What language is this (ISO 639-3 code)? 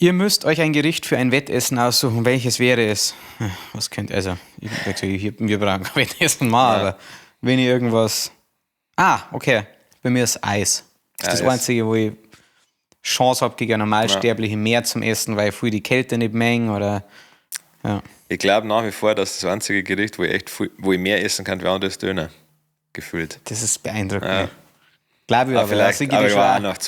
bar